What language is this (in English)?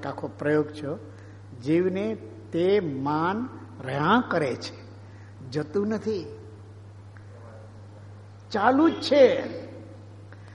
Gujarati